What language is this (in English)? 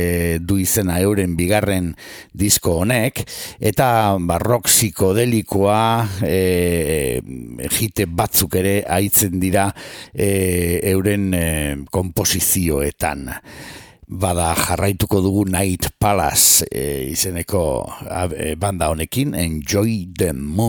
Basque